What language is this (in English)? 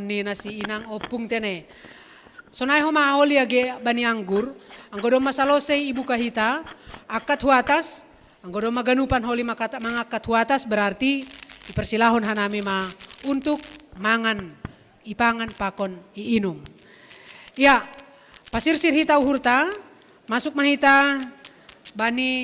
Batak Simalungun